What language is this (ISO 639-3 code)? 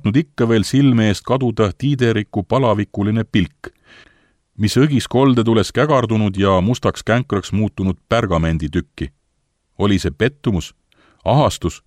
est